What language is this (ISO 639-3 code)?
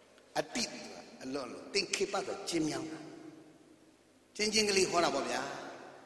mya